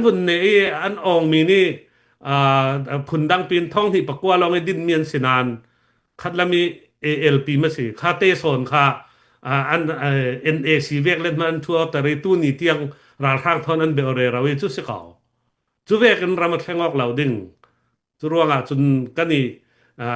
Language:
Falam Chin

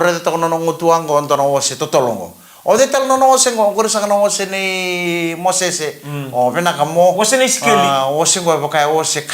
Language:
Fijian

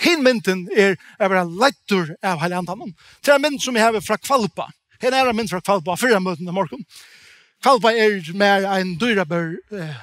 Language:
Faroese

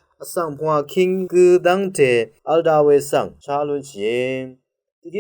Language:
Rawang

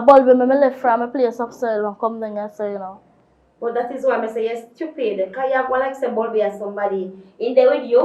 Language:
Jamaican Creole English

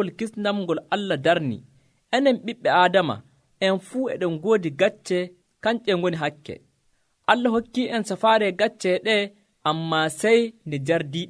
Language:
Nigerian Fulfulde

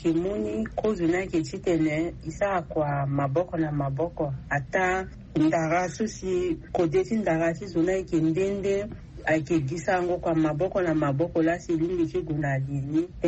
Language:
Sango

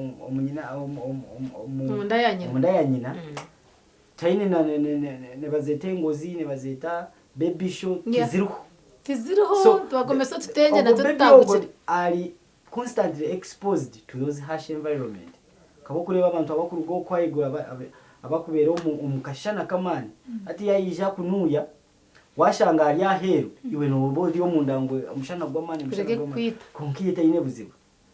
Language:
Nyankole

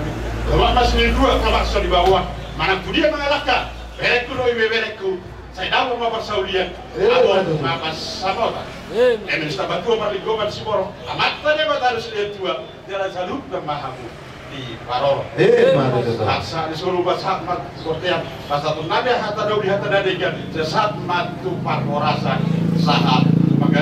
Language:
Batak Toba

